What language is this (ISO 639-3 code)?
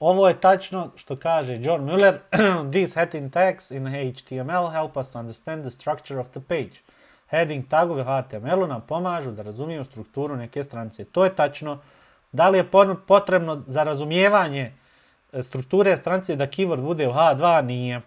bos